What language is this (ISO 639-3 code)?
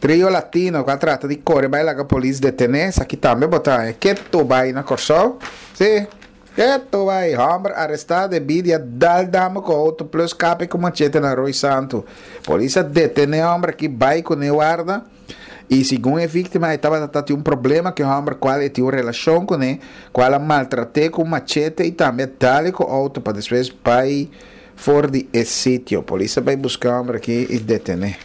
pap